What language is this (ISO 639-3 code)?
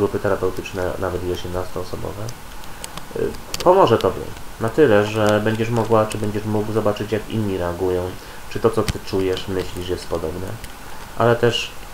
pol